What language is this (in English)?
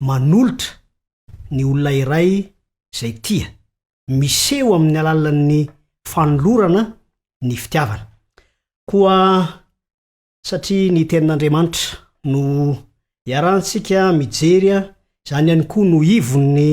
Malagasy